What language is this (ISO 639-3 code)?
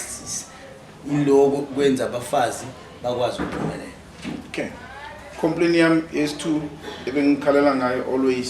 zul